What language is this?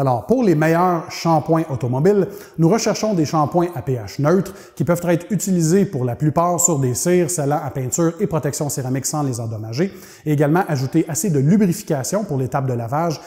French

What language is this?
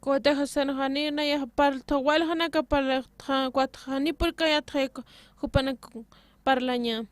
Aymara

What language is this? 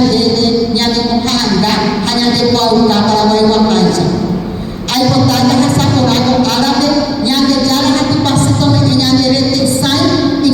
Guarani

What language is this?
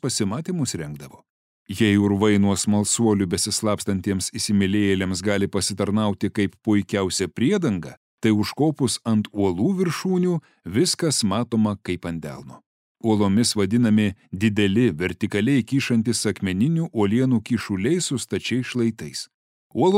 Lithuanian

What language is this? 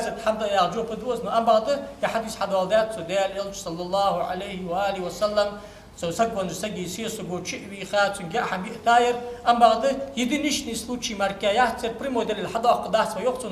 Ingush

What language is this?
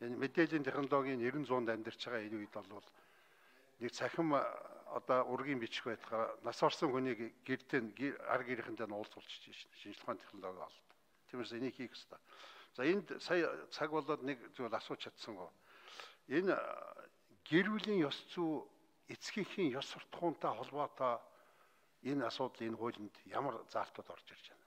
Mongolian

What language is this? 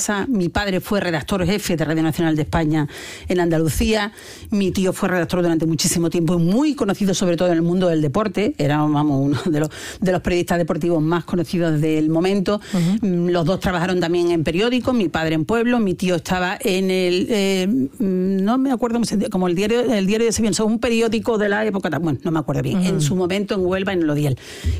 Spanish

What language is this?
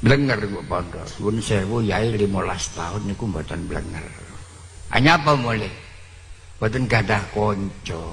Javanese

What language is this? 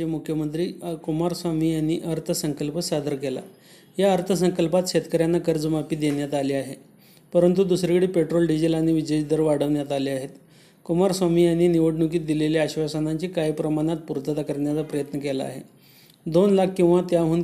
Marathi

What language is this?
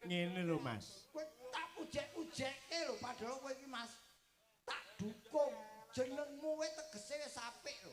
Javanese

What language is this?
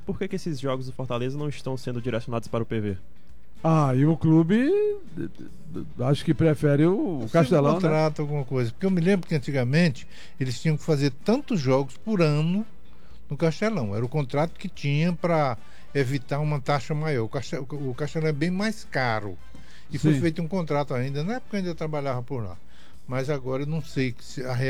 Portuguese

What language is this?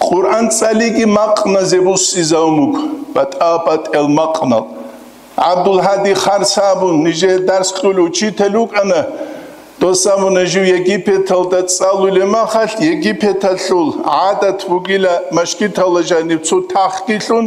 Avaric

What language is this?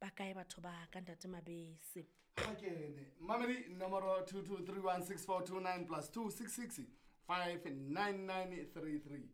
Southern Sotho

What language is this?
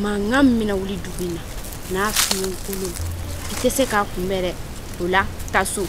Bambara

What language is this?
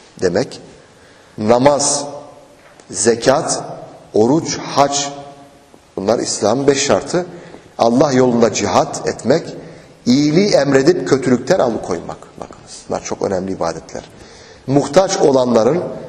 Turkish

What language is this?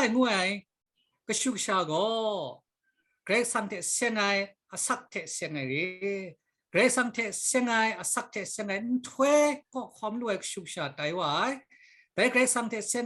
Kachin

